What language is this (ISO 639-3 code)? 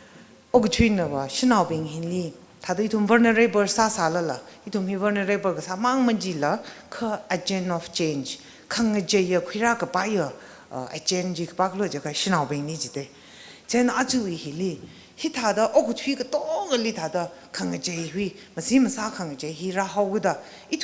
nmf